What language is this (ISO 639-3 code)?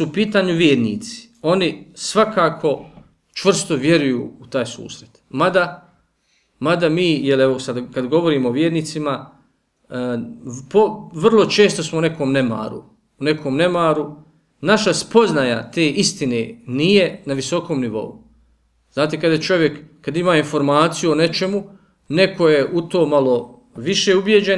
bos